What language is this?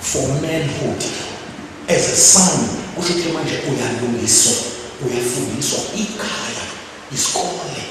Zulu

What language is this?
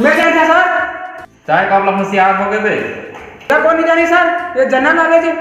Chhattisgarhi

